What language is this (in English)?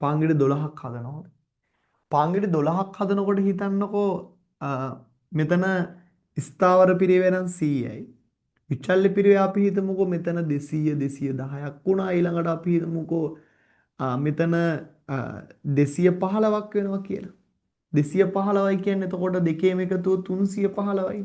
Sinhala